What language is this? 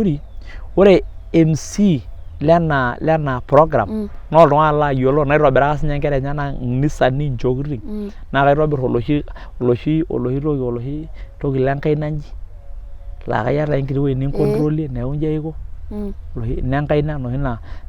Masai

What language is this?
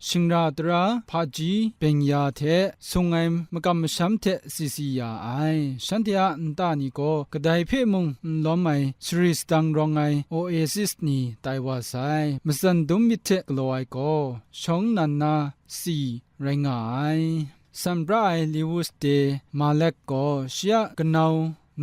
Kachin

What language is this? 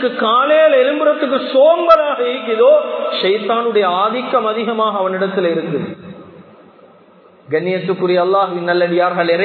Tamil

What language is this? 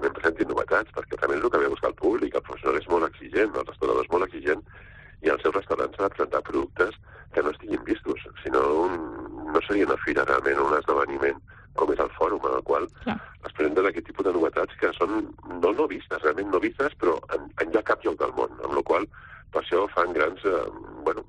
Catalan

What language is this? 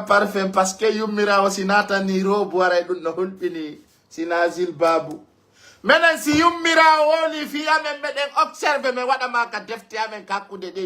Pular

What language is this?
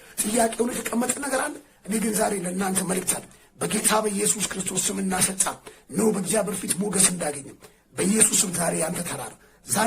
Amharic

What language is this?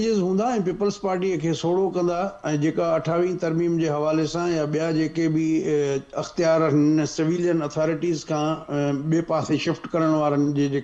Sindhi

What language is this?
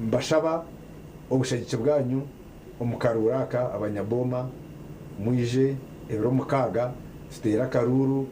Nyankole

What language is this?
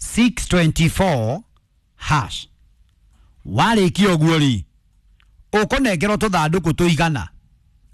Kikuyu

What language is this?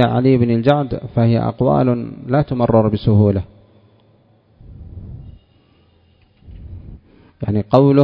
Arabic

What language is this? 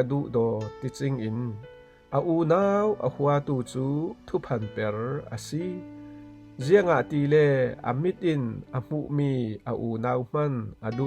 Falam Chin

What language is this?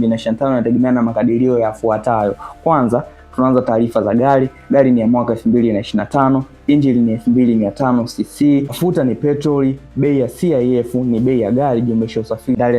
Swahili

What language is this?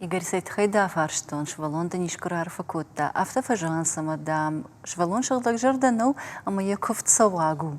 Ossetic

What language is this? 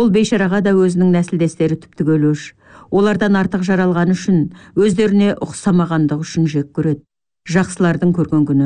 Kazakh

